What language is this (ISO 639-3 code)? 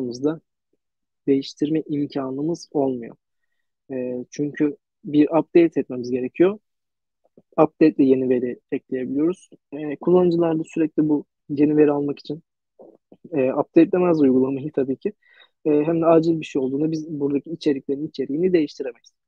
tur